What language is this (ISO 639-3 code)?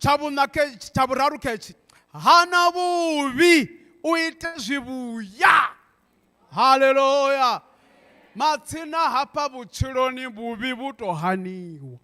ven